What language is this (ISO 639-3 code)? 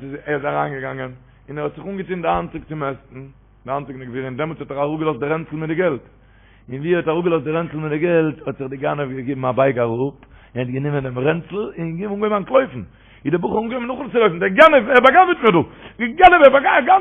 yid